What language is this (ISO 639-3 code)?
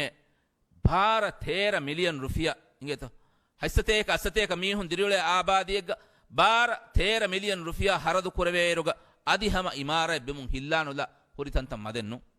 div